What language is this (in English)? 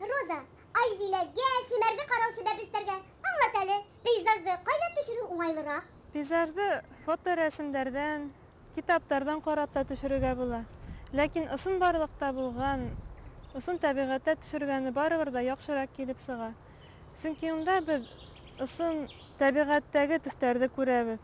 Bashkir